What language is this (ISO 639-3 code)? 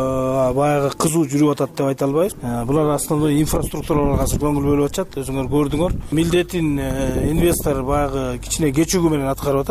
kir